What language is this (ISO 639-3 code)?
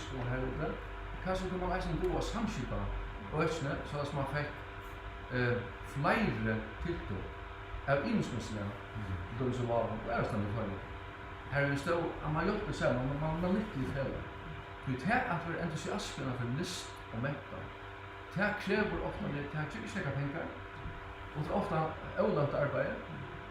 fao